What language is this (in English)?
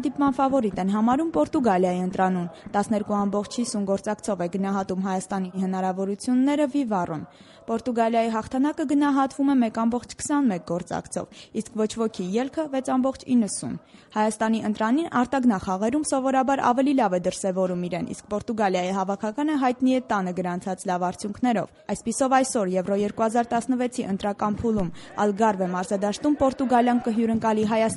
Armenian